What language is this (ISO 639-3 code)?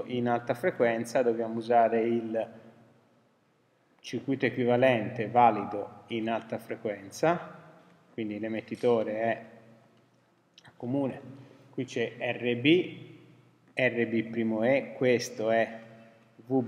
ita